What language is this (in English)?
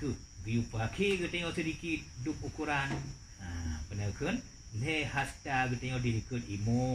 Achinese